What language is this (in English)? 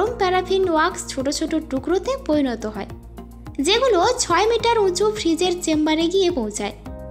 Bangla